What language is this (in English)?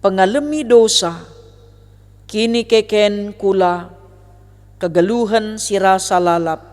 Batak Karo